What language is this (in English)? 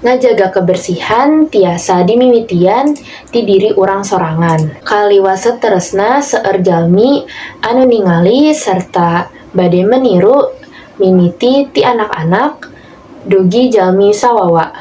Sundanese